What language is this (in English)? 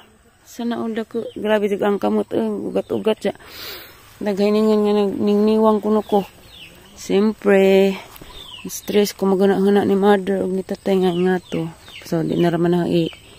Cebuano